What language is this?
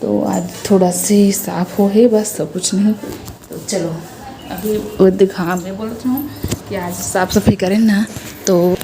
Chhattisgarhi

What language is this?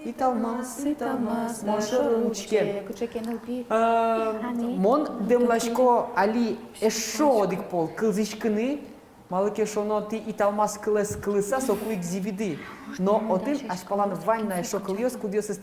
Udmurt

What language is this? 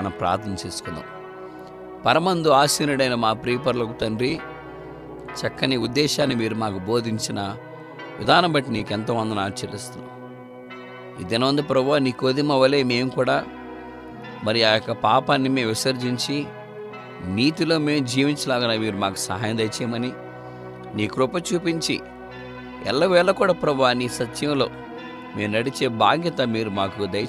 Telugu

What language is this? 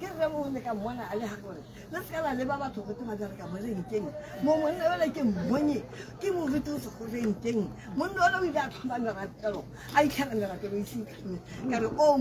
Tswana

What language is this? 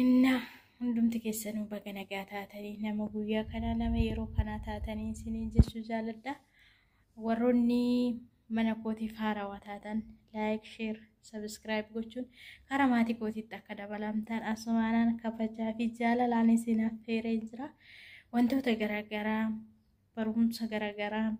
Oromo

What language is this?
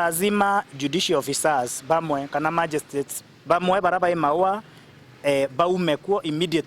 Meru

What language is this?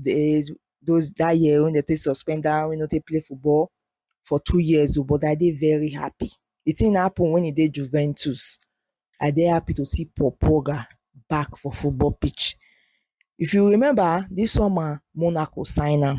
Nigerian Pidgin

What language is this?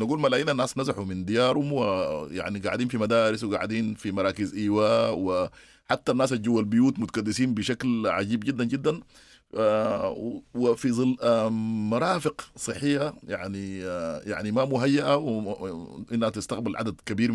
Sudanese Arabic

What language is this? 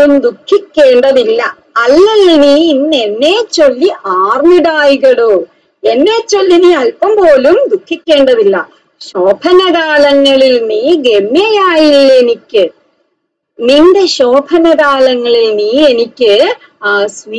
Malayalam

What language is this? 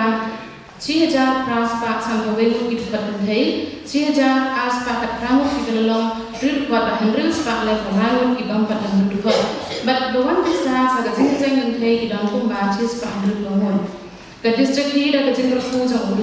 Khasi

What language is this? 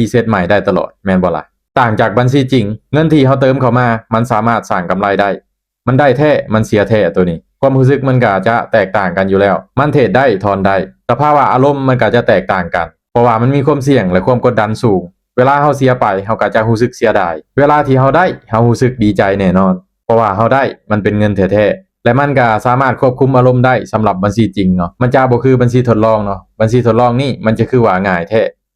Lao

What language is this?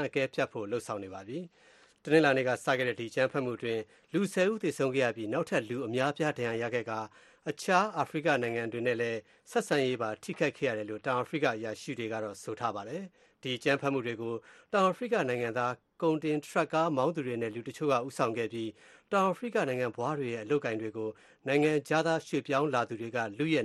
Burmese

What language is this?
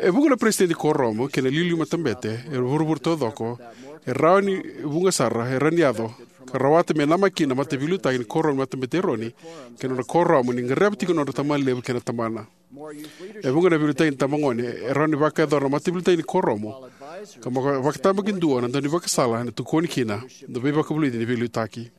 Fijian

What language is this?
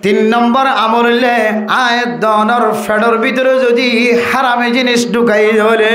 Rohingya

